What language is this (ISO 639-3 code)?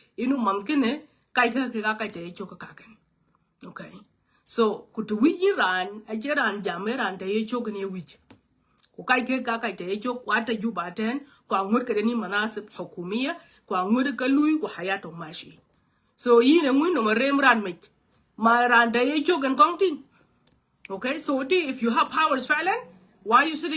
nus